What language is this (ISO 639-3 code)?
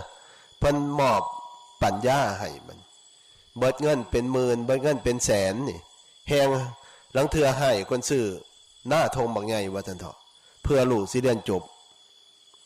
lao